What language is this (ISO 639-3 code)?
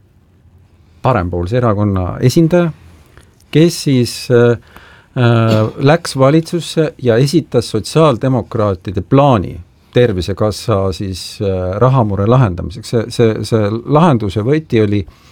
est